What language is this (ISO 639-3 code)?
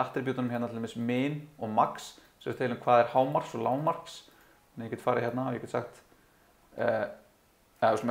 isl